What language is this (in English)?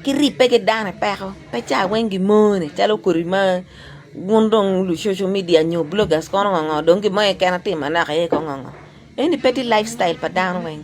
Acoli